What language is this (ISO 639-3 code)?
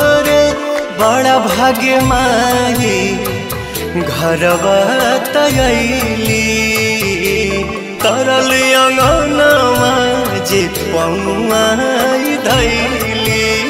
bho